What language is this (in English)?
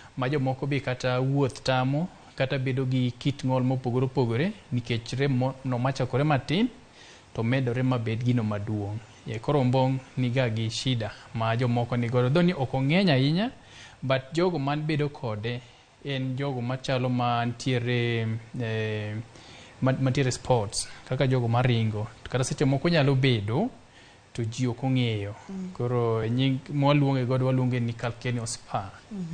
Luo (Kenya and Tanzania)